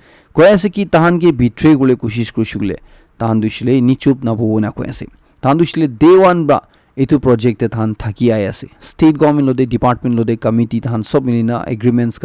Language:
Naga Pidgin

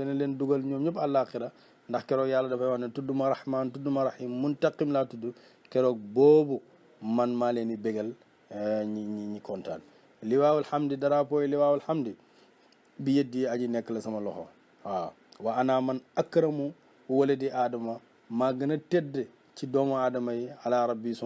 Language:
Wolof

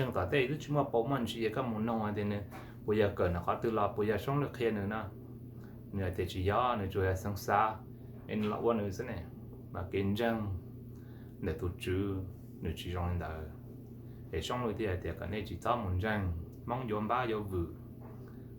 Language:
Hmong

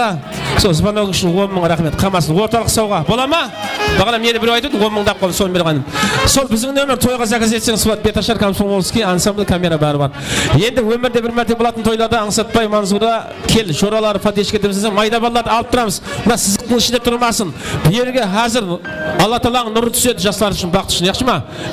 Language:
Kara-Kalpak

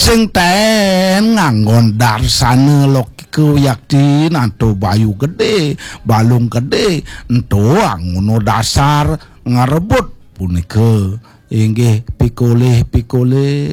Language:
Balinese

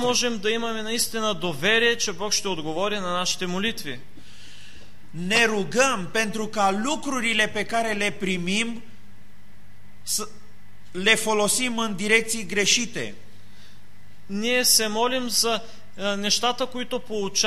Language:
Bulgarian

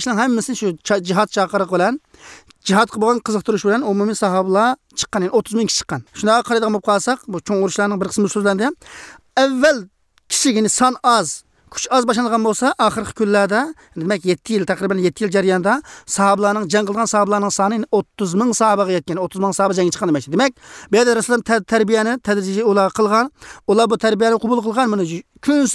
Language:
Uyghur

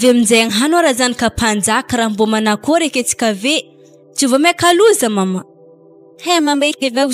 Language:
Malagasy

